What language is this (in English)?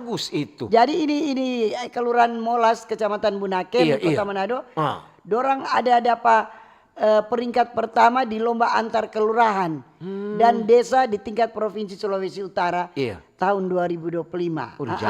Manado Malay